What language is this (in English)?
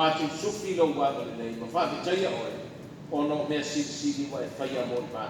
Samoan